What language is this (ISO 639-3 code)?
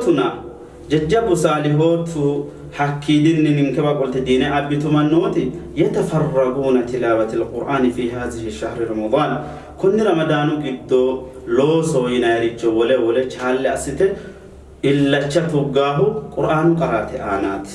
sid